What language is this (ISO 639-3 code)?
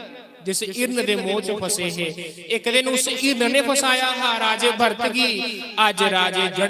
doi